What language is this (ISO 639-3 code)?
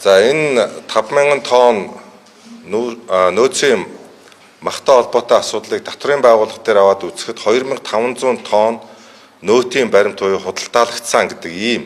mon